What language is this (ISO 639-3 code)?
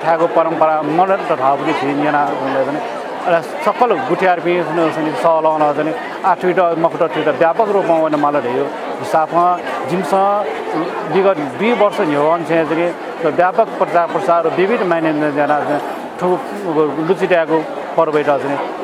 new